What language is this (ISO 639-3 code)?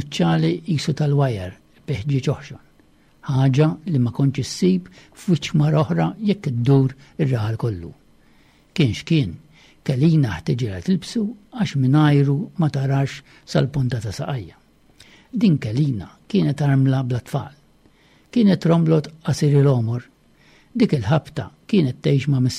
mlt